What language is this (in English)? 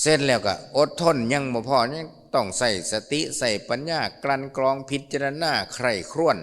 Lao